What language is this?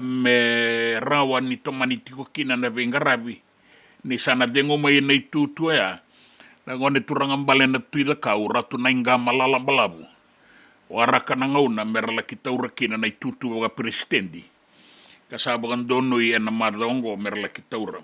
Fijian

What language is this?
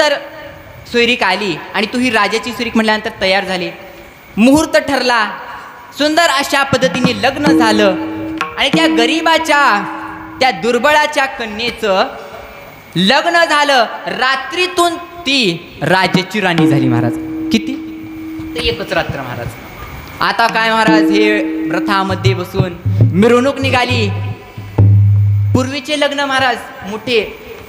Marathi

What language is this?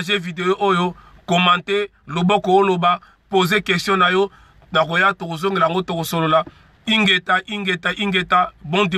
Lingala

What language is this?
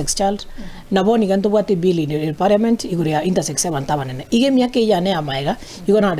Gusii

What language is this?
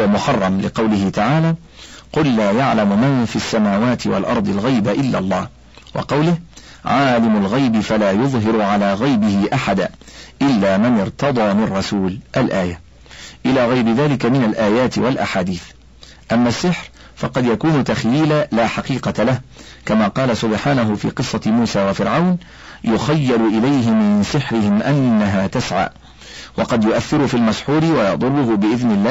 Arabic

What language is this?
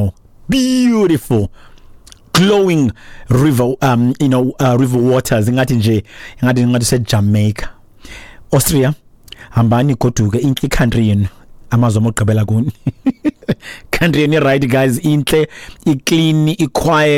Xhosa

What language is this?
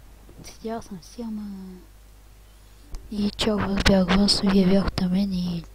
Bulgarian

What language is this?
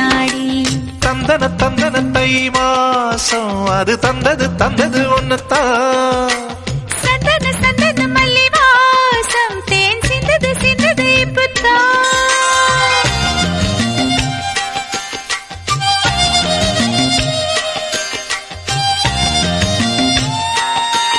Tamil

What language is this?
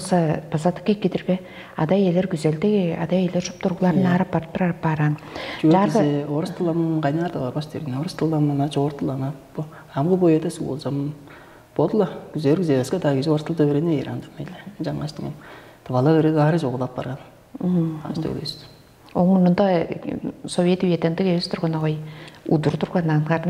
Tuvinian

